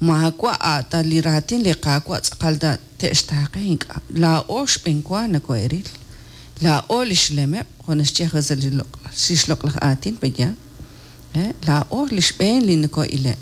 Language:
Kekchí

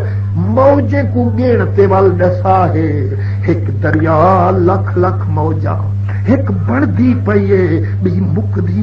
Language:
Saraiki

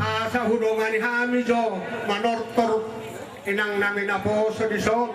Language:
Batak Toba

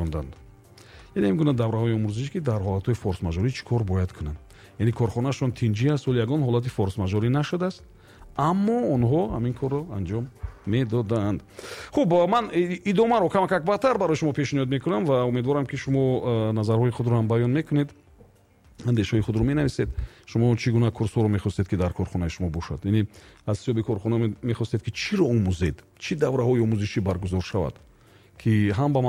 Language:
Tajik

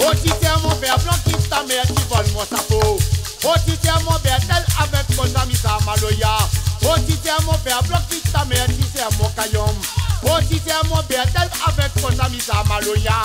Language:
Réunion Creole French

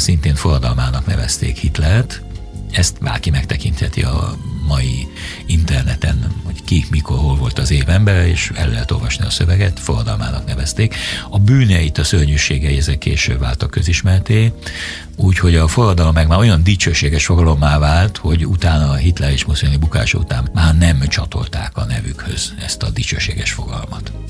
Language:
Hungarian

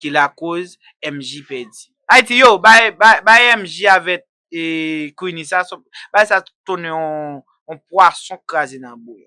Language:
Haitian Creole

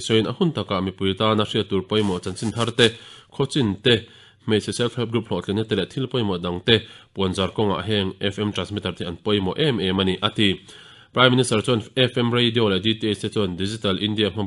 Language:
Mizo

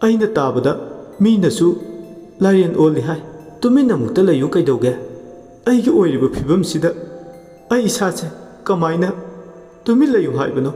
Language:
Manipuri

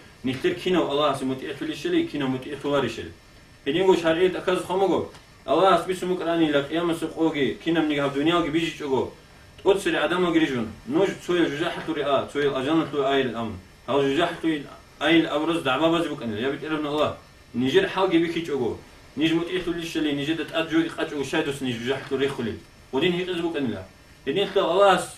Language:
Avaric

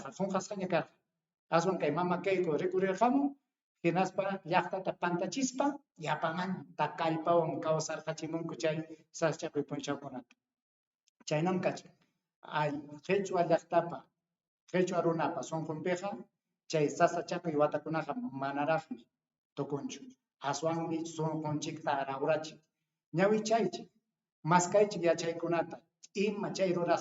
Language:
Ayacucho Quechua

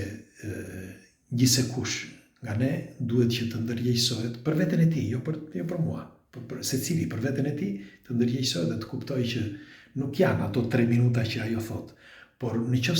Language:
Albanian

